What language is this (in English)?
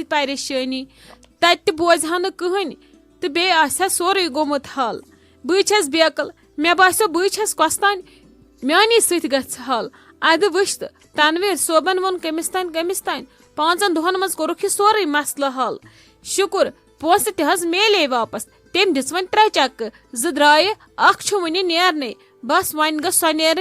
Kashmiri